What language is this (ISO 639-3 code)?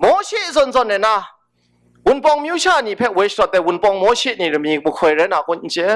kac